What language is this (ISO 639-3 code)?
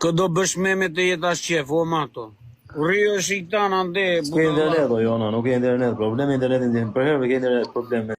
sqi